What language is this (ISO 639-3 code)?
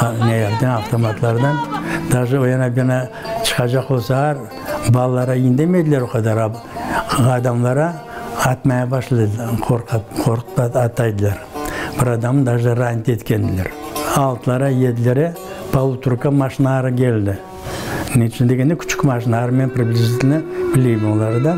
crh